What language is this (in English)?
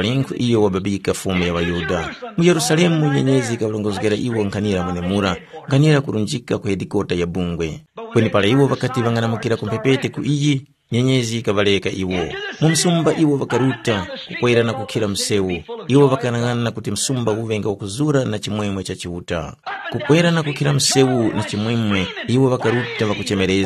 Tumbuka